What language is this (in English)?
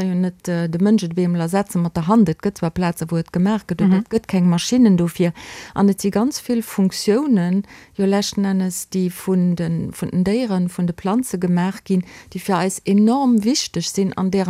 Luxembourgish